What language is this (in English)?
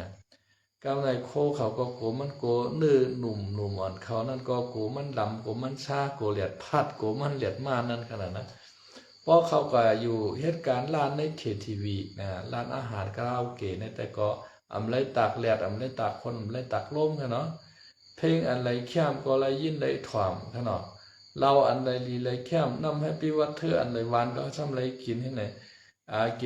Shan